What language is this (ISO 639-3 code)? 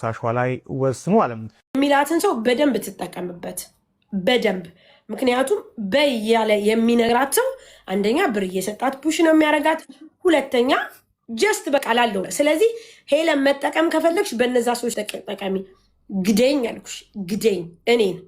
amh